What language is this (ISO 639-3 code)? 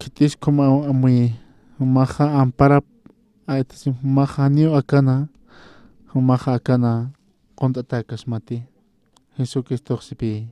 aym